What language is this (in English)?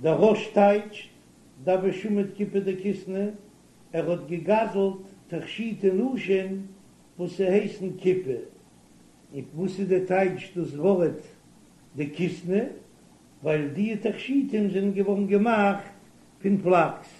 Yiddish